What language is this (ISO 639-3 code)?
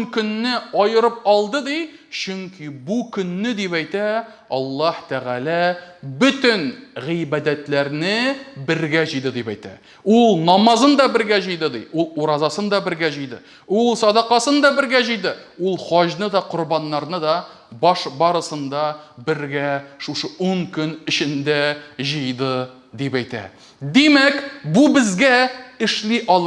tat